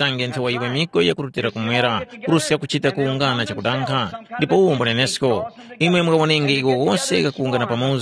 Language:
Tumbuka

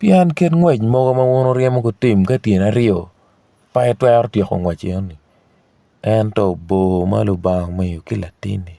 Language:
Acoli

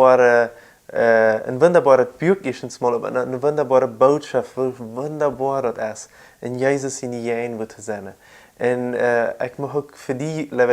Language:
Plautdietsch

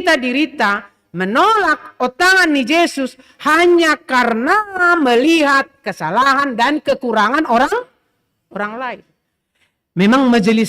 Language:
Batak Simalungun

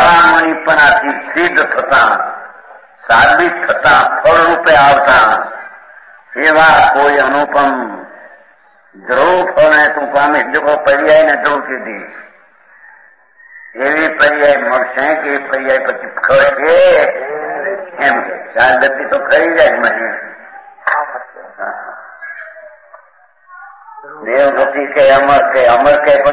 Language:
Gujarati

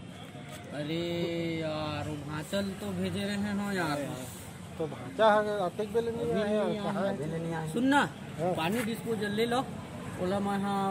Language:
Chhattisgarhi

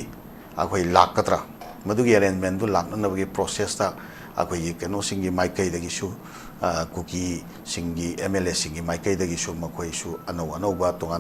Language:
Manipuri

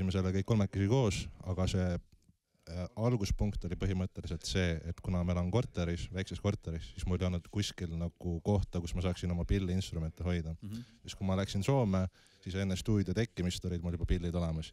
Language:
Estonian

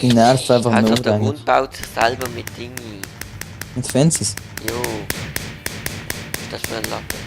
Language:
Swiss German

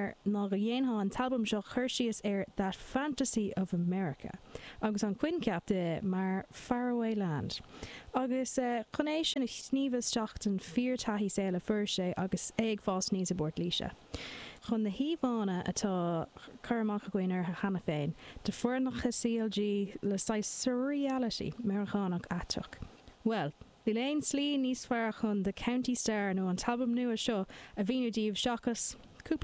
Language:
Irish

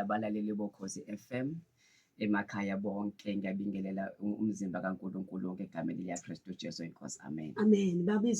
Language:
Zulu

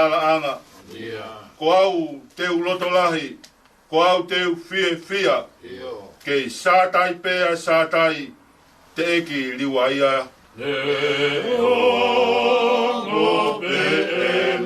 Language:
Tongan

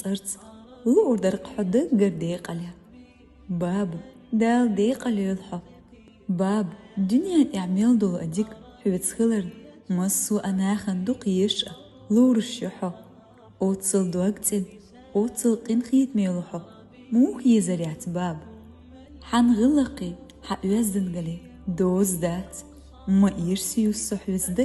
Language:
Chechen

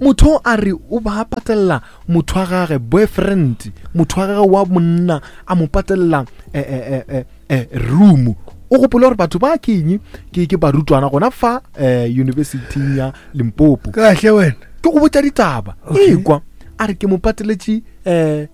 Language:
Northern Sotho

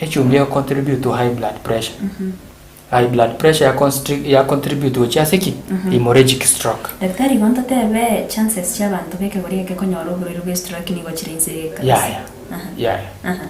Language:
Gusii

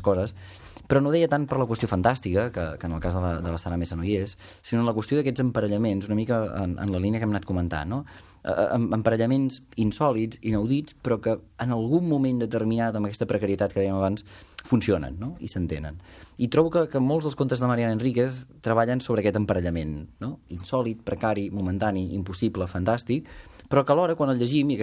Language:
Catalan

